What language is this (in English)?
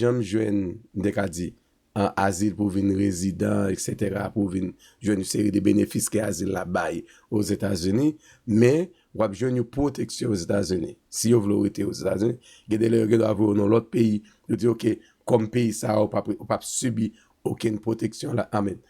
Haitian Creole